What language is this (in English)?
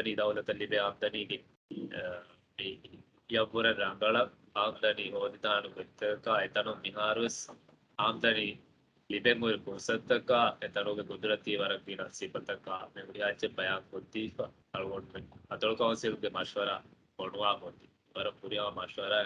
Divehi